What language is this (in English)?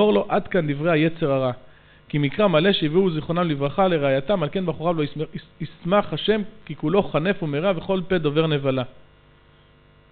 Hebrew